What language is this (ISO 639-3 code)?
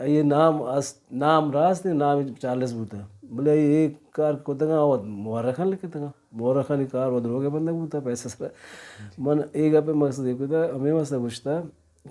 bal